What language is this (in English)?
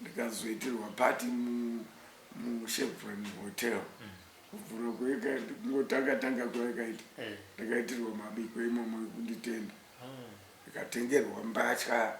Shona